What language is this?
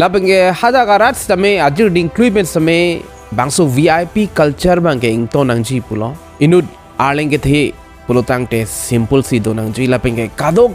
Karbi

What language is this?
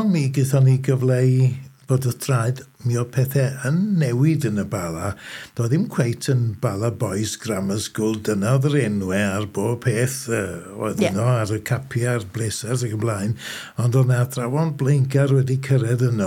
Welsh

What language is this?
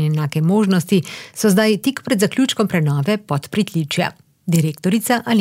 Slovenian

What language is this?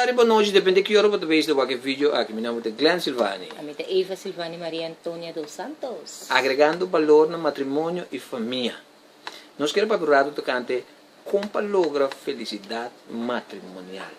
Papiamento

